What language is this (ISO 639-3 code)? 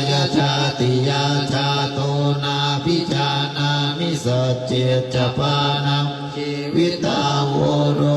pli